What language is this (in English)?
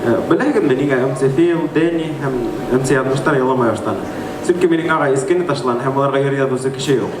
Bashkir